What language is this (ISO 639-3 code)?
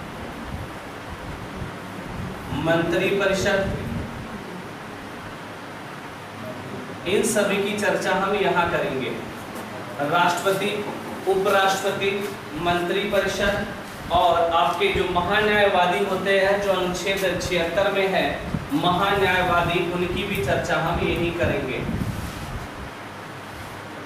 hin